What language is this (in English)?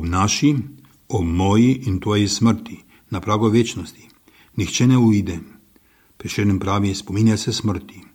Slovenian